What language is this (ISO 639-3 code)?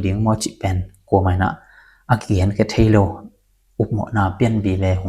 ctd